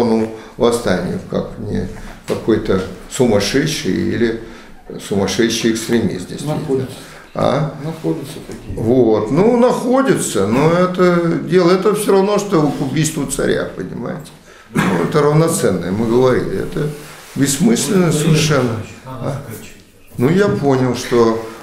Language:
Russian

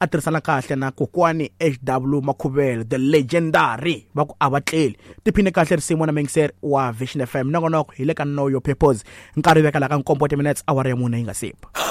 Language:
Tsonga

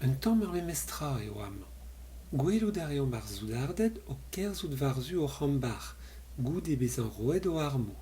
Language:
Breton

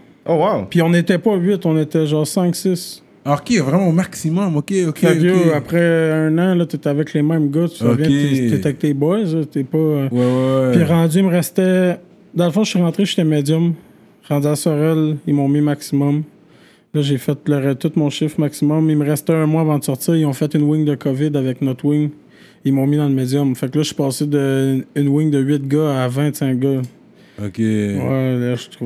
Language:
French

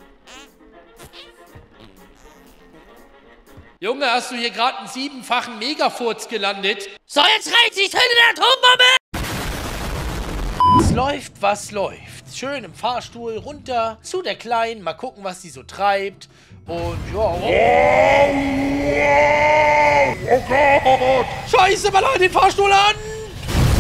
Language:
German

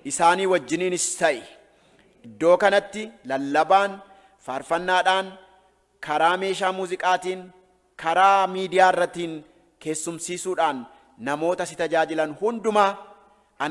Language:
Oromo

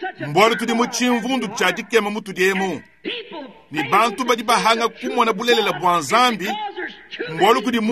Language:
Luba-Lulua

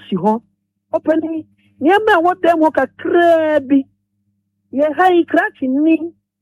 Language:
Akan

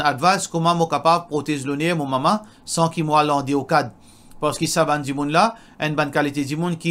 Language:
Morisyen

